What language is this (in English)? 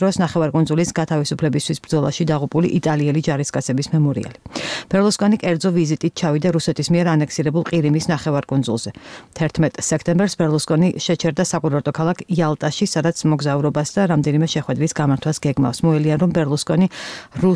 Georgian